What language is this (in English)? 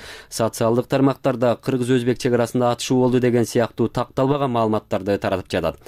Kyrgyz